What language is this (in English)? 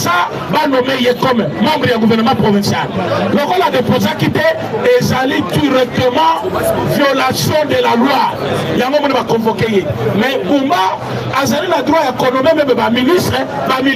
Lingala